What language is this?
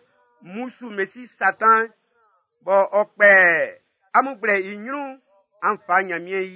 Baoulé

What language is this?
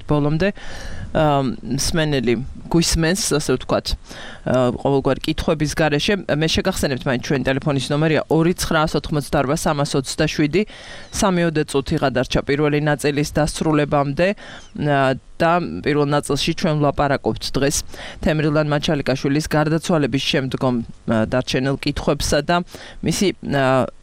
Georgian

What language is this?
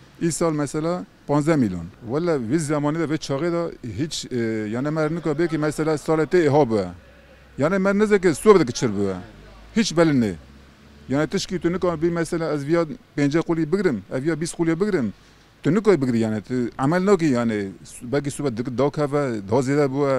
Kurdish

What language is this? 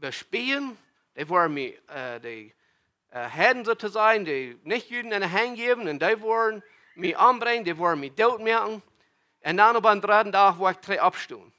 Plautdietsch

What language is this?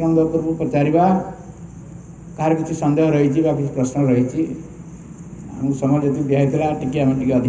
Odia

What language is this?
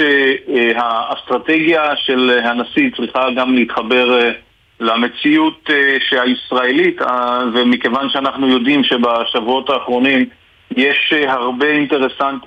Hebrew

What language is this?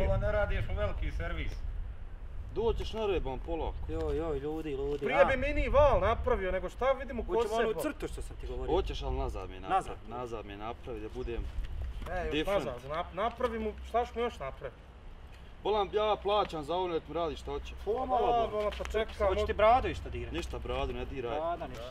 Bosnian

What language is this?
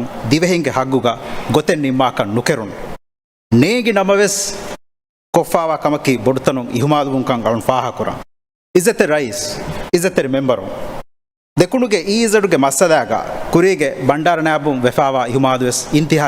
Divehi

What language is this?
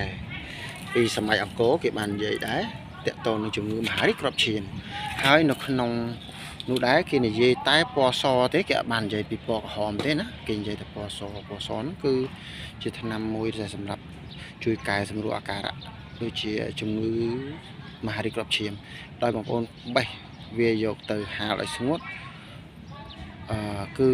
Khmer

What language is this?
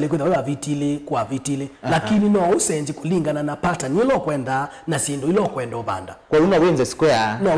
Kamba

